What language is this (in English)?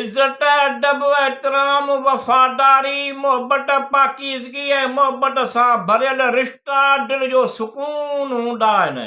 Sindhi